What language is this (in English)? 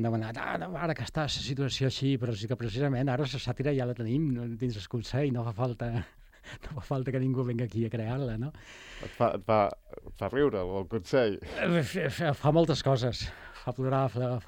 Catalan